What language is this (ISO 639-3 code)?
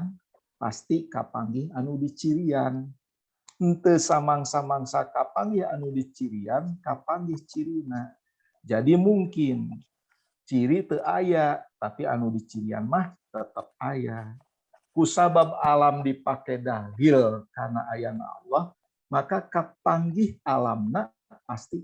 sun